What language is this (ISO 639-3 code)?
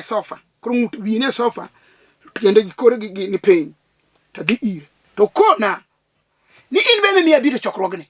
luo